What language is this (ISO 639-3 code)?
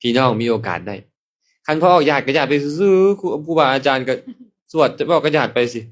lao